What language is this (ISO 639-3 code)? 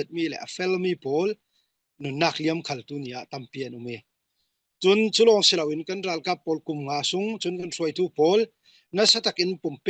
cfm